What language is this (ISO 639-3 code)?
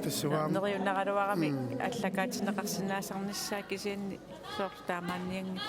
kal